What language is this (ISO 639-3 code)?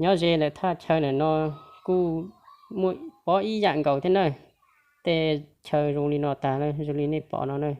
hmn